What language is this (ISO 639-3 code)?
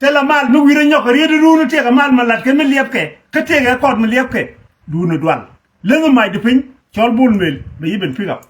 nus